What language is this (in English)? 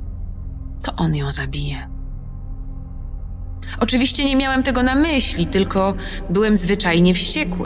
Polish